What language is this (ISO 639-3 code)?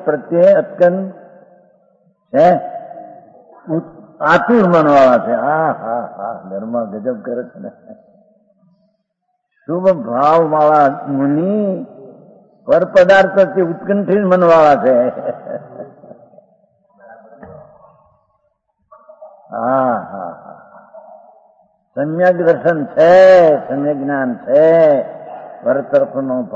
guj